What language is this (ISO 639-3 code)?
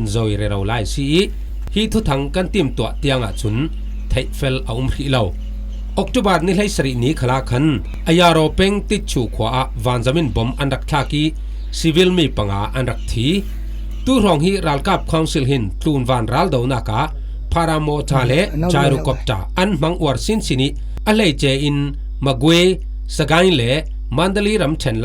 cfm